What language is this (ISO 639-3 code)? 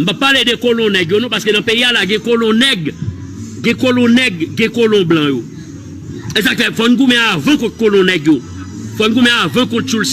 hat